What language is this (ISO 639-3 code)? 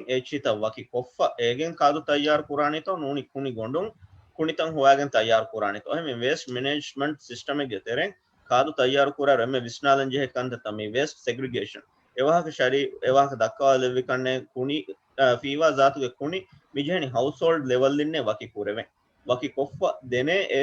div